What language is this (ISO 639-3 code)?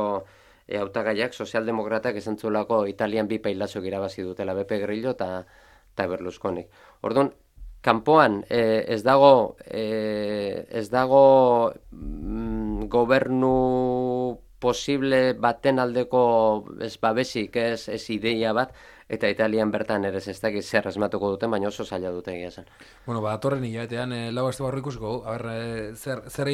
eus